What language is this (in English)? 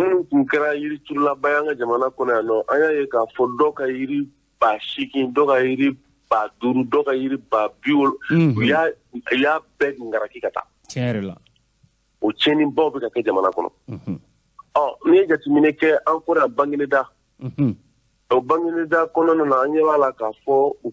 Bambara